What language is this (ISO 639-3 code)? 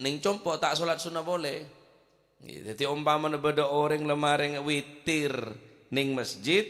mad